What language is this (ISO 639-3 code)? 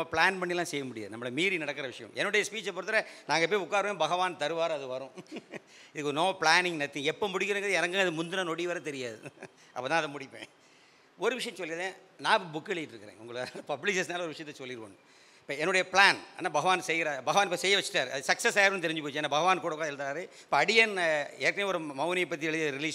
tam